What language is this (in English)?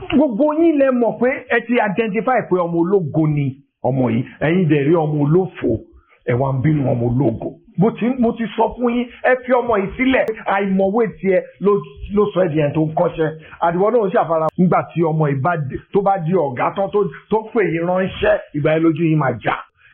Yoruba